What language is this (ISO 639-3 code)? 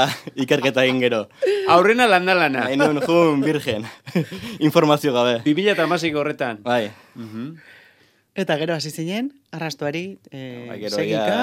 eus